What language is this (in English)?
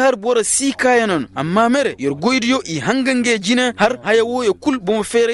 Koyraboro Senni